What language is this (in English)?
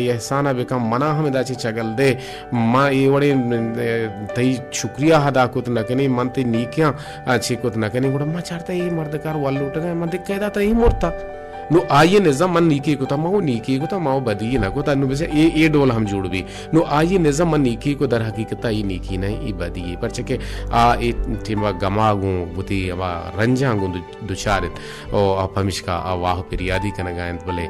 Baluchi